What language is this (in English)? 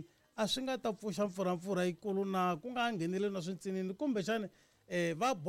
Tsonga